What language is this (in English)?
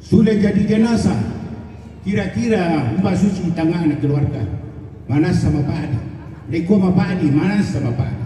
Toraja-Sa'dan